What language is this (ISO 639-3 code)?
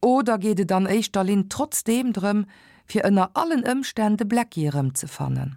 ltz